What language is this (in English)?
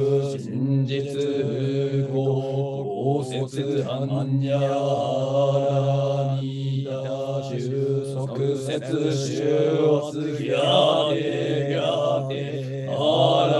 Japanese